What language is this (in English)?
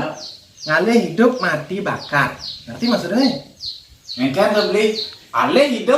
Balinese